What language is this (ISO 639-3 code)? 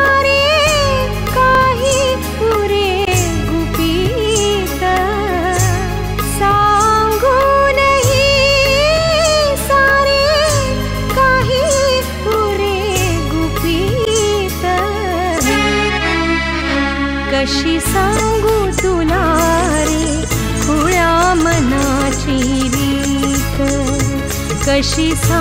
mar